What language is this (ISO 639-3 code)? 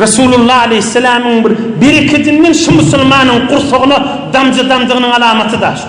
tuk